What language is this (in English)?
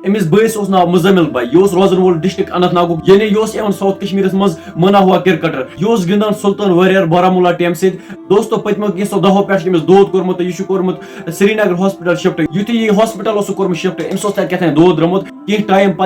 Kashmiri